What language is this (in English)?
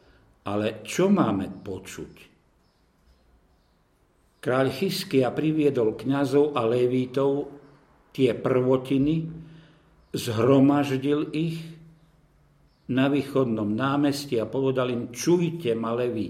Slovak